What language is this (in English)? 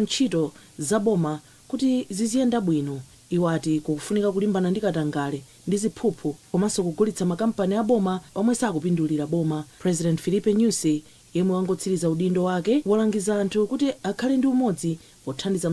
Nyanja